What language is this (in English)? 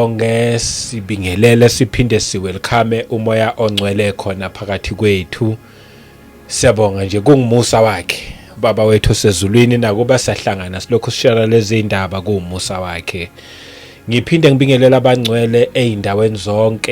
Zulu